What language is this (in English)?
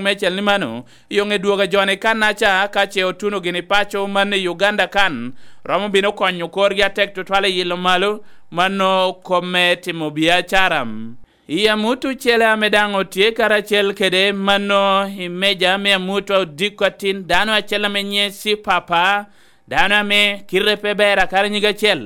Lango (Uganda)